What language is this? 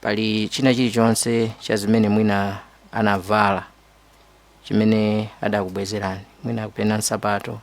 Nyanja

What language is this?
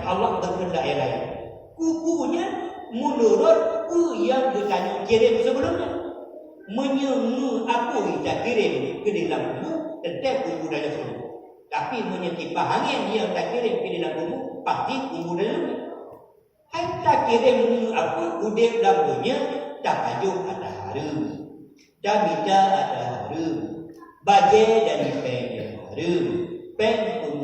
Achinese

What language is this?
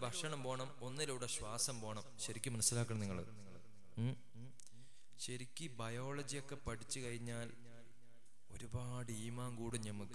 Malayalam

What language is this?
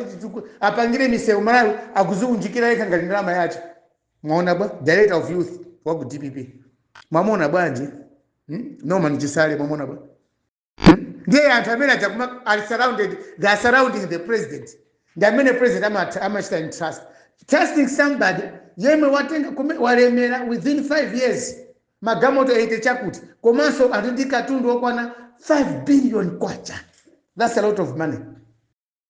Nyanja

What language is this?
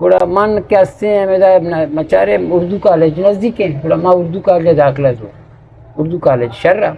Eastern Balochi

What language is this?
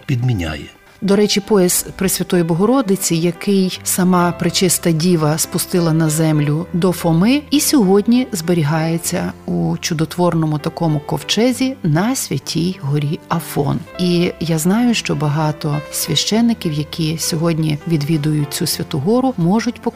Ukrainian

